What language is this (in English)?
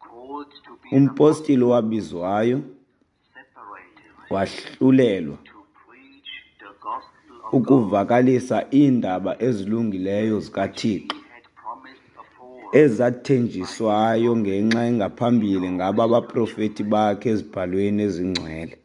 Xhosa